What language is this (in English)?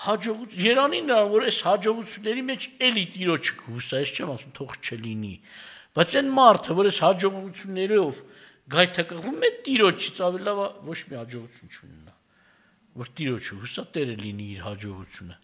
Armenian